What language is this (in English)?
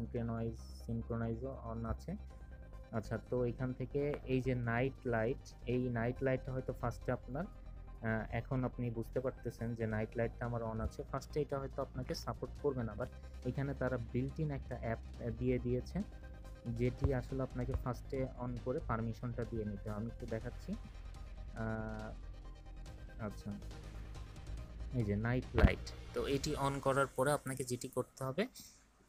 Bangla